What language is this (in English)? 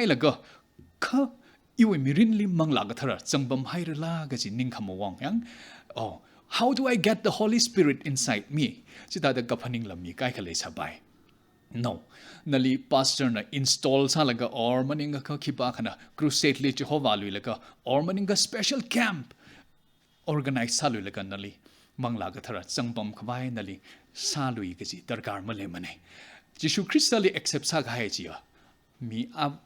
Tangkhul Naga (India)